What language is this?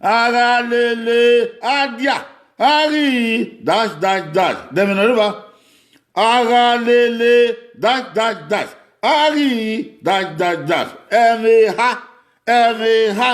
Bini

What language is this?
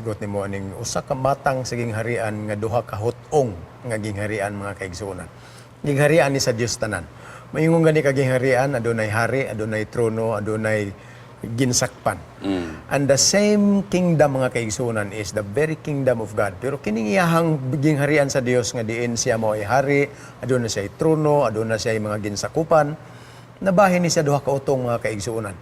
Cebuano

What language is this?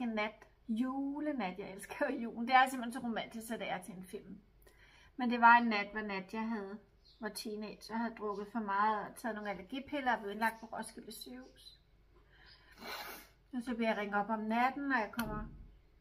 Danish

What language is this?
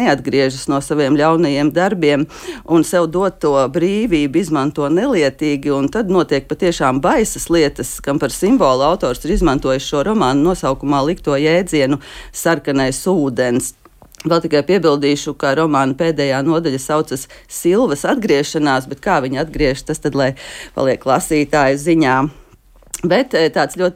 Latvian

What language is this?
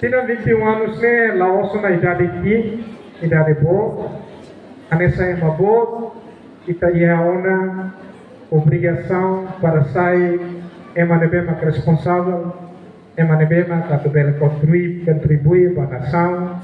Tetum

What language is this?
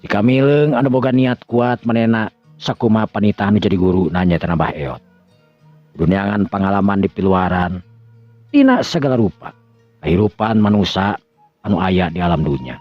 Sundanese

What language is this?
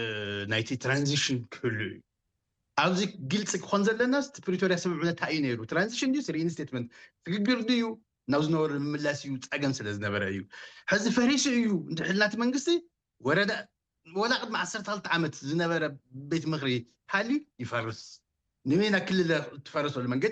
Tigrinya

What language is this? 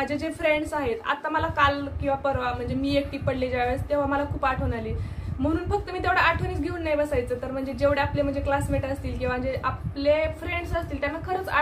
Marathi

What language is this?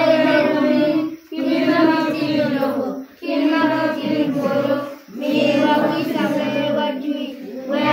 Acoli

